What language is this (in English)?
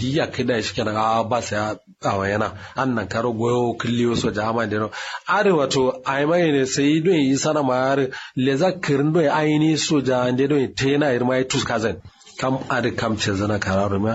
Kanuri